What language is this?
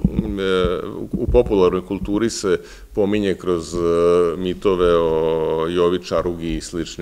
Serbian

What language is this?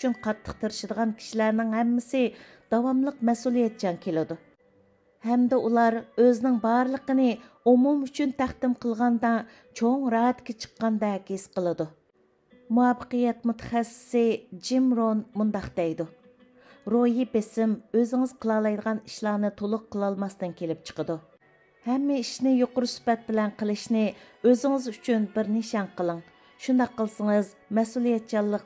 Uyghur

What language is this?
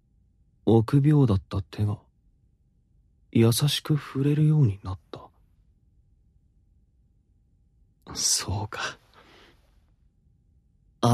Japanese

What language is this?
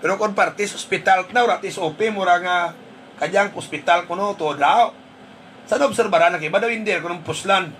Hiligaynon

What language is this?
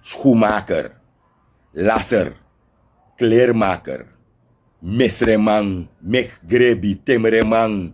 Sranan Tongo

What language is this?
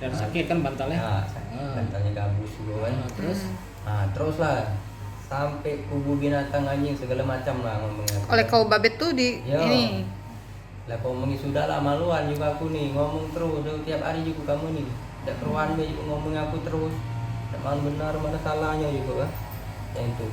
Musi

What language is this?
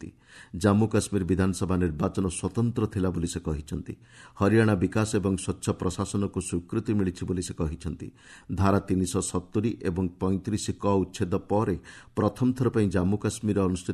Odia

